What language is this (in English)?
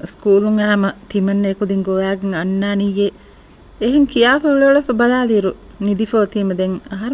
Divehi